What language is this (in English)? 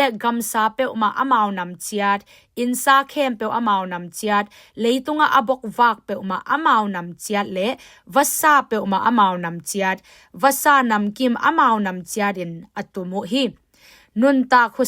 Tedim Chin